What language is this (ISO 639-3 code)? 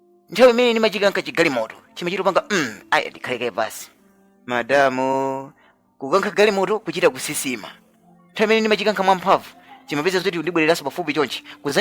nya